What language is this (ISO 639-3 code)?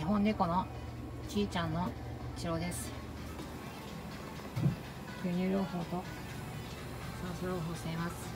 jpn